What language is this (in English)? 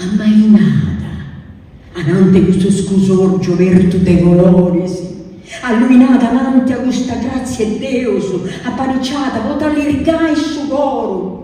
Sardinian